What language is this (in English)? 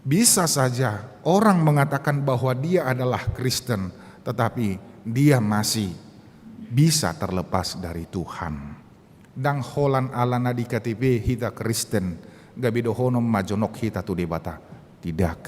Batak Toba